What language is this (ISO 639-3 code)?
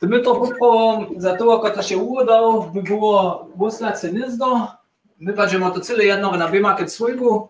hsb